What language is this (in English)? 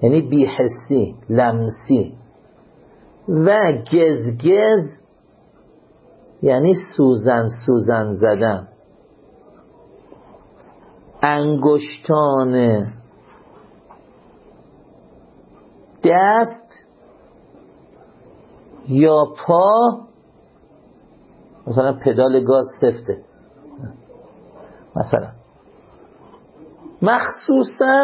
Persian